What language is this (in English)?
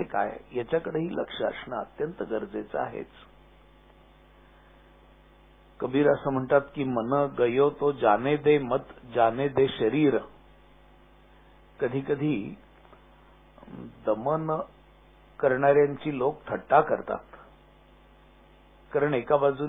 Marathi